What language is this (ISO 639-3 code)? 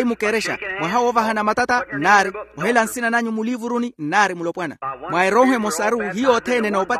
vmw